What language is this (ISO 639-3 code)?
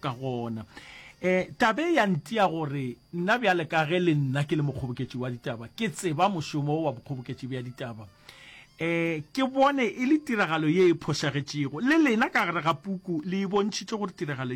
nso